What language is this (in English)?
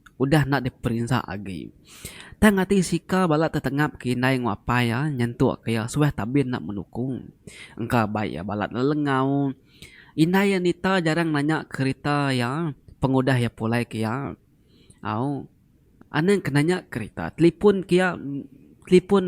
Iban